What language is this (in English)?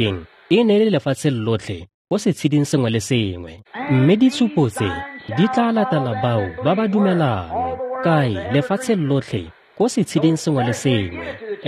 Tswana